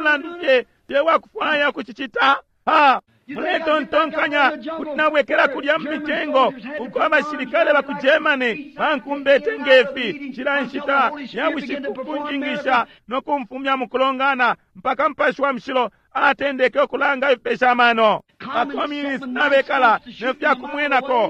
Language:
Bemba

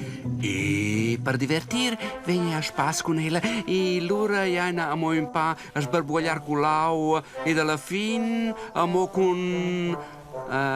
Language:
Romansh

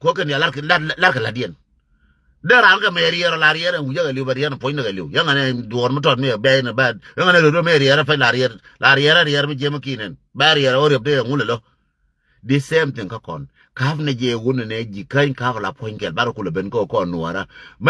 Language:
Nuer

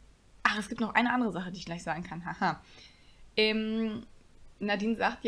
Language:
German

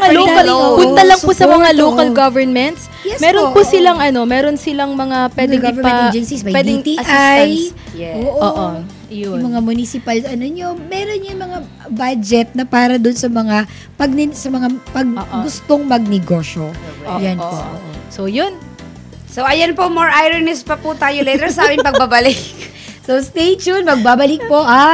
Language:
Filipino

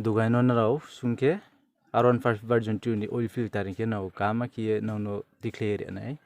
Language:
Riang (India)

